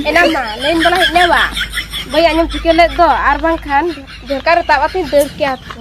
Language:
Santali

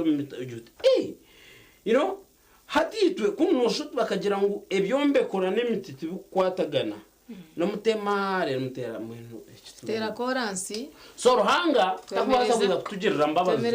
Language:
Nyankole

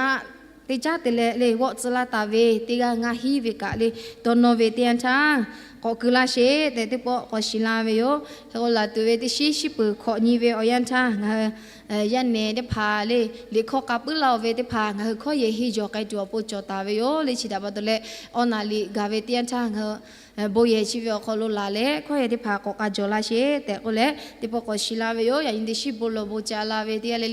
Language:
Lahu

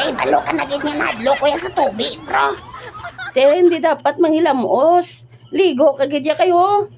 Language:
Hiligaynon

